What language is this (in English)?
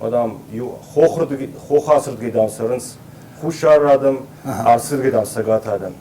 Ossetic